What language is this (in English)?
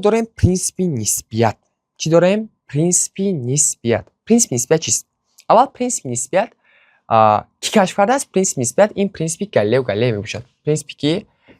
Tajik